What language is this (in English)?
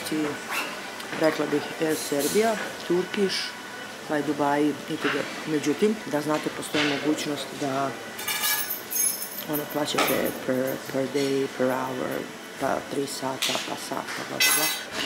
Serbian